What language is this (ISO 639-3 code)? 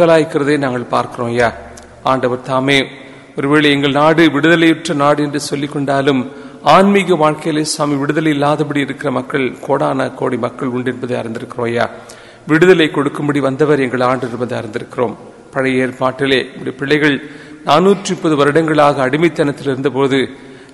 tam